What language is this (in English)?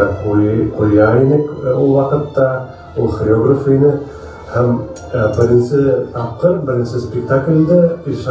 Bashkir